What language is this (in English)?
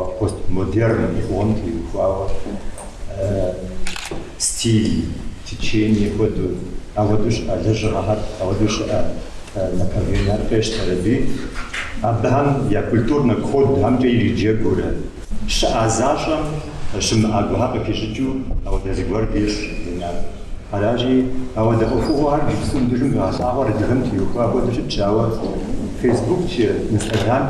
Kabardian